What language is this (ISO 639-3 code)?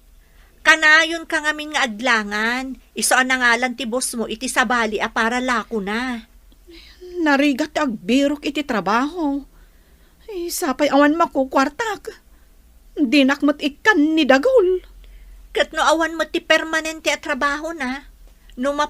ilo